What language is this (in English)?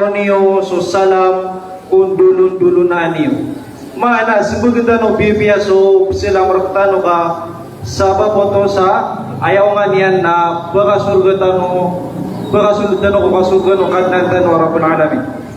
Maranao